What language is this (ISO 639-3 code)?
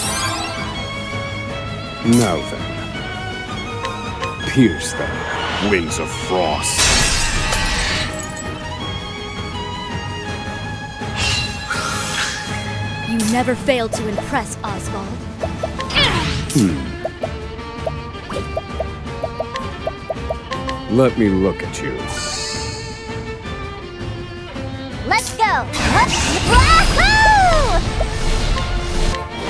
eng